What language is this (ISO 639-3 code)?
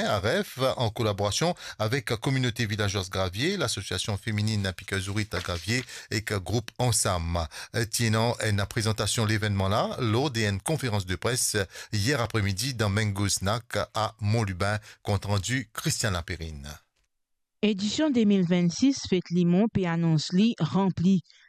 mfe